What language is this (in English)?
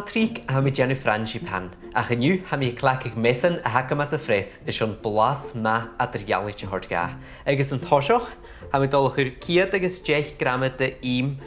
Scottish Gaelic